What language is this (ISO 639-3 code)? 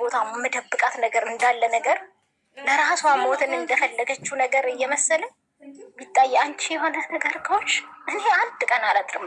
amh